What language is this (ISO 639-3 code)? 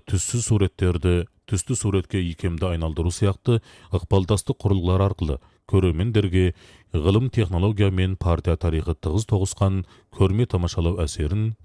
kaz